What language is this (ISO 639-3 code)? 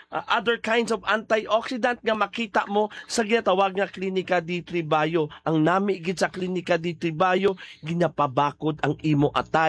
hil